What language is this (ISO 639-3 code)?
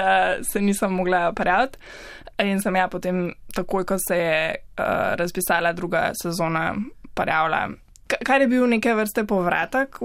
slv